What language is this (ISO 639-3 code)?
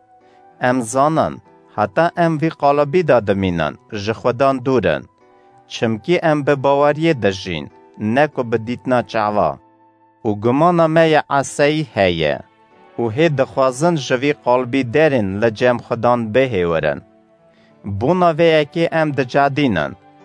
kur